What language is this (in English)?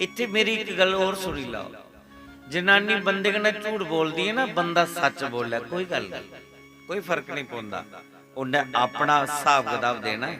Dogri